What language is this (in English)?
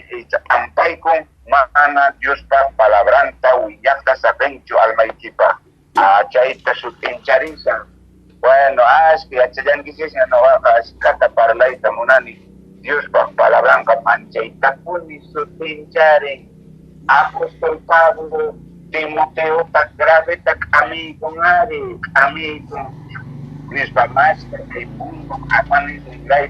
Quechua